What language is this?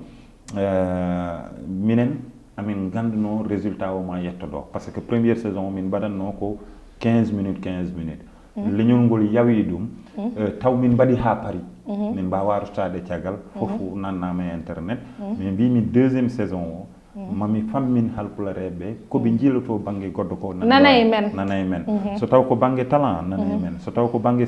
Fula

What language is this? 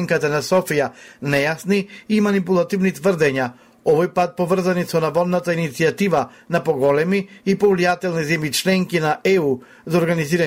Macedonian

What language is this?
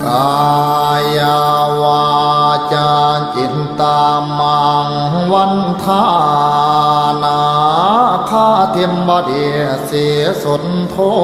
Pali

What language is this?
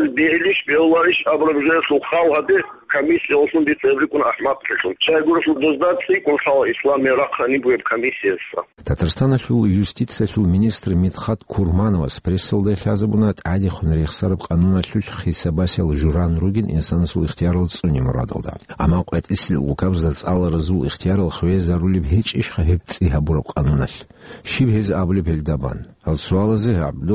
Avaric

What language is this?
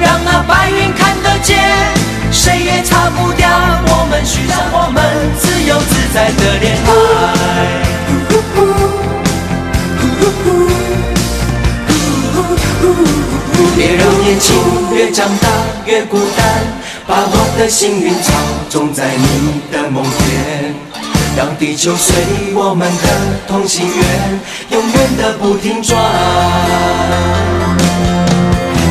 Chinese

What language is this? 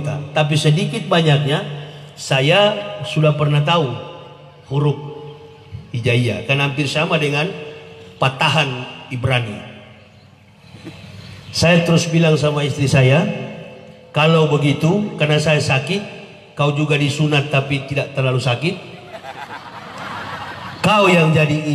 Indonesian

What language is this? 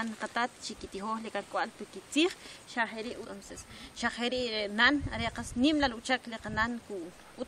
Kʼicheʼ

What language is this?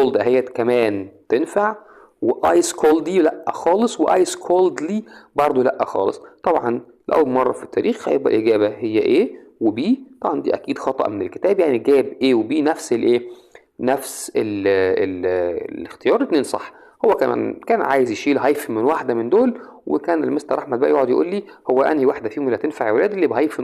Egyptian Arabic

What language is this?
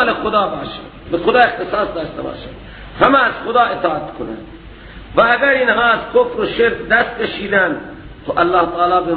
Persian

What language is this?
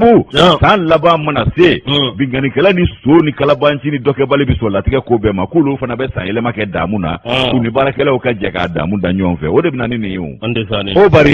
Bambara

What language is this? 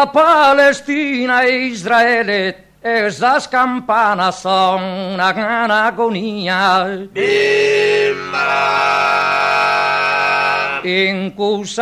Sardinian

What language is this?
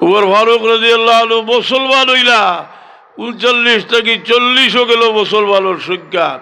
Sylheti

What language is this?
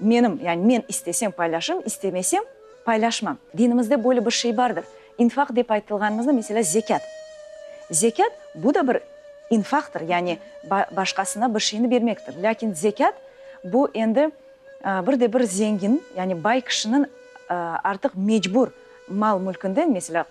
Crimean Tatar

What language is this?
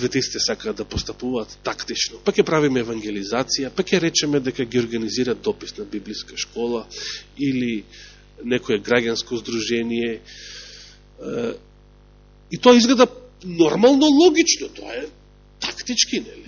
Macedonian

